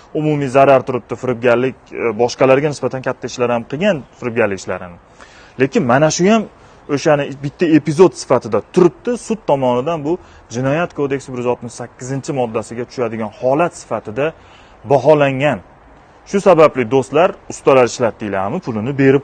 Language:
Uzbek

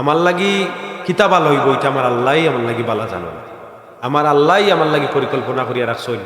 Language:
Sylheti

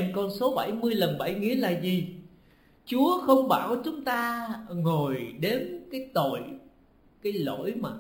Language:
Vietnamese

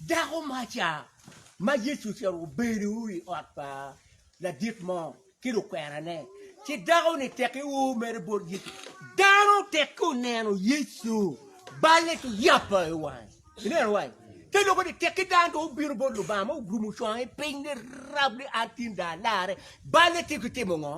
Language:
Acoli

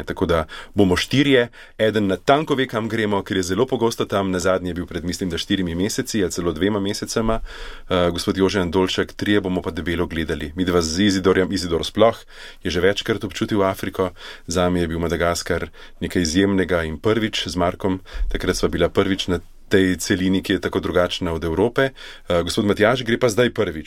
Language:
Slovenian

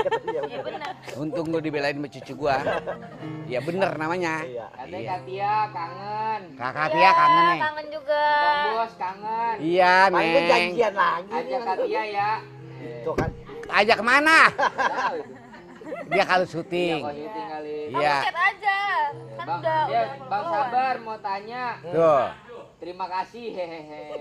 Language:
Betawi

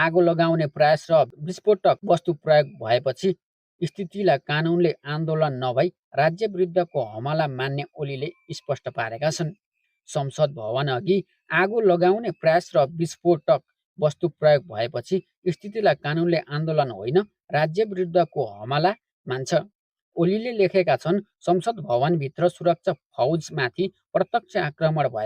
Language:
Nepali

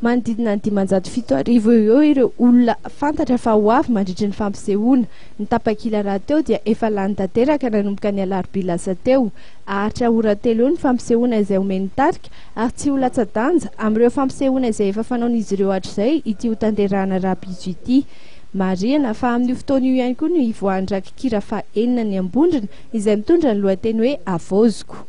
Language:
Malagasy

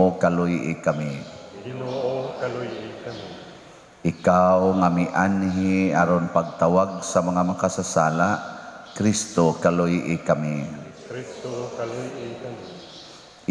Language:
Cebuano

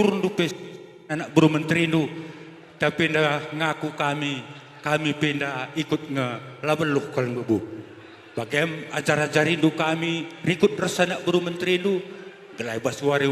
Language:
Batak Karo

